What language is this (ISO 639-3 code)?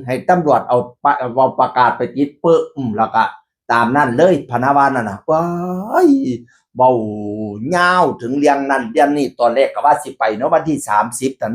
tts